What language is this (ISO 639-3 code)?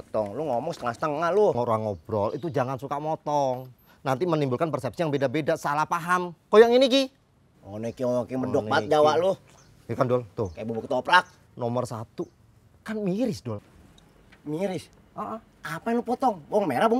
bew